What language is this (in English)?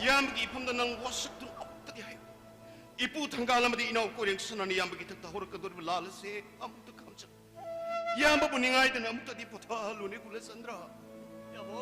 Manipuri